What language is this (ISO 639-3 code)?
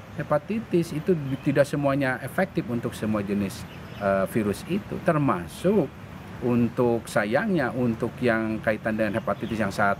ind